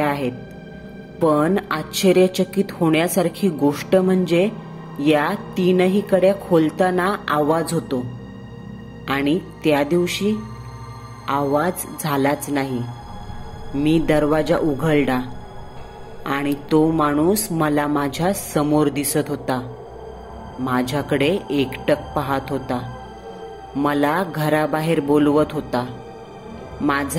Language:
Marathi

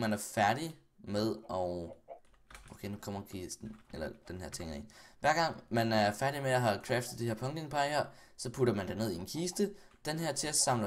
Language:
Danish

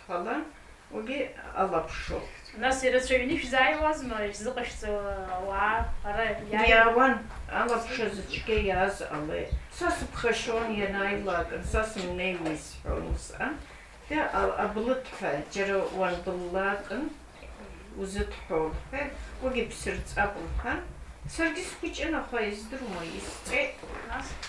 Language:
Abkhazian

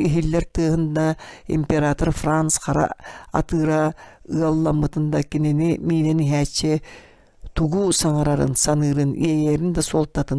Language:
Yakut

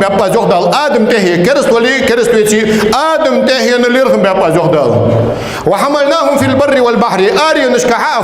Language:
Ingush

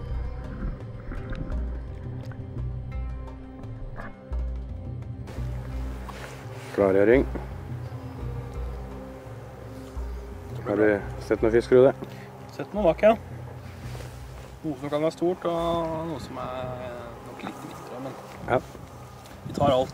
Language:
Norwegian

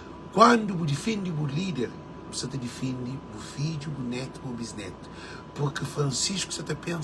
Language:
Kabuverdianu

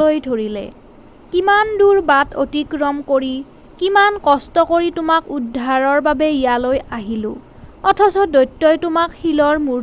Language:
Assamese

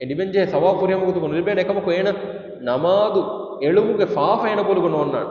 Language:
Divehi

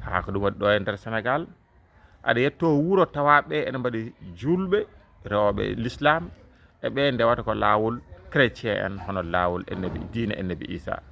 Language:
Fula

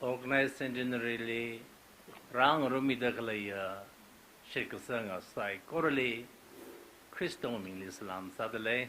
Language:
Tangkhul Naga (India)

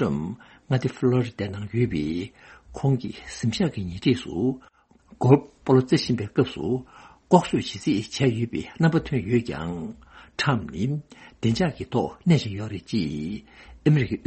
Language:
Tibetan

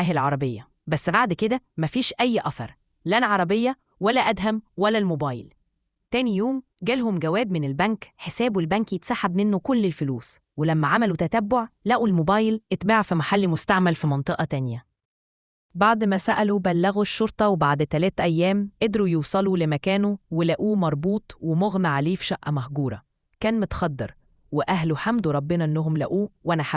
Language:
Egyptian Arabic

